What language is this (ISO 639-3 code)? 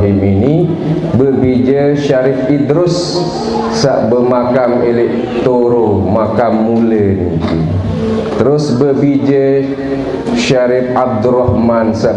sas